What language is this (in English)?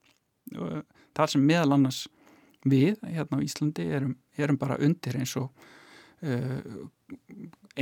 Icelandic